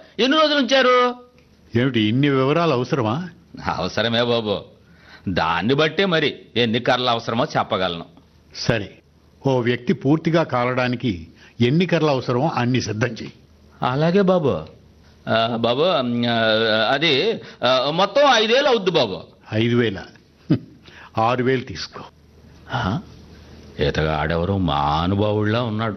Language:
Telugu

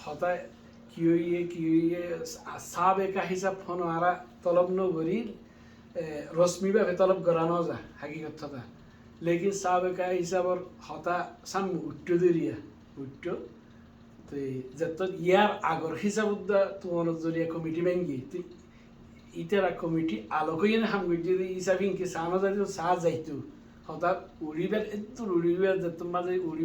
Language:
Rohingya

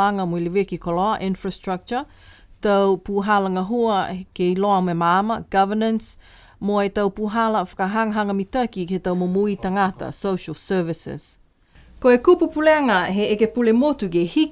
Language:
Niuean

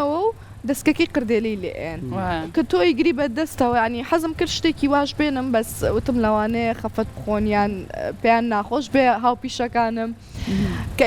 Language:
Central Kurdish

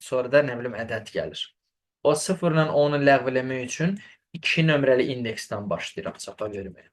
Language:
Azerbaijani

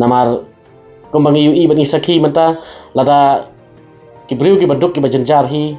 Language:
Khasi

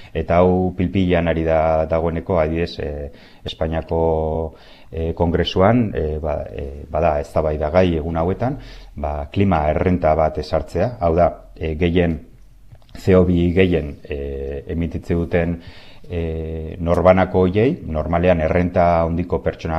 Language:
Basque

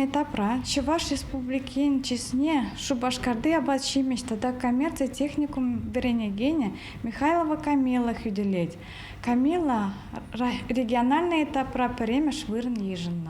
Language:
Chuvash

